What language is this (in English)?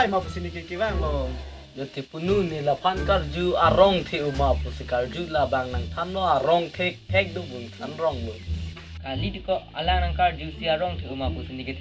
Karbi